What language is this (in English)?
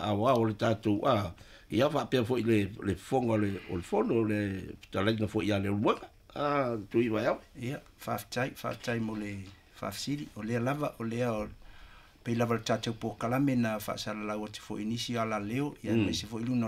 Samoan